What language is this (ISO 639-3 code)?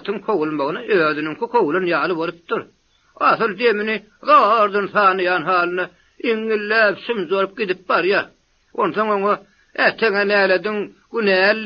tuk